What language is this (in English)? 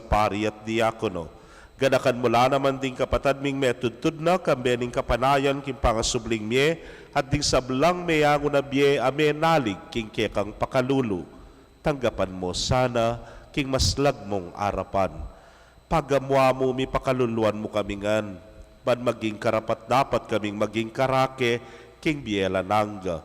Pampanga